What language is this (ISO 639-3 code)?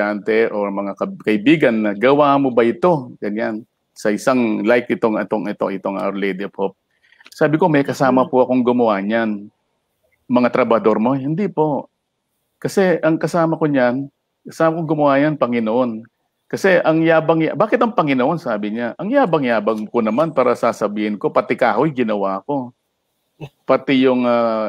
fil